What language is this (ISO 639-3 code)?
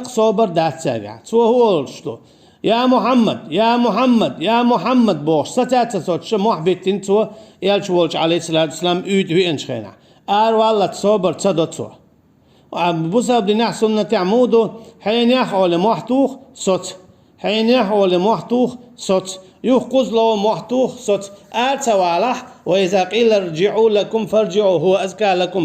che